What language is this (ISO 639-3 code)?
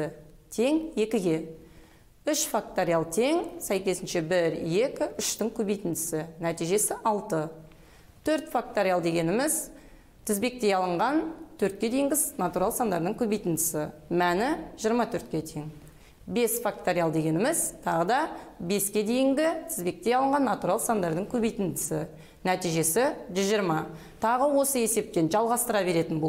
kaz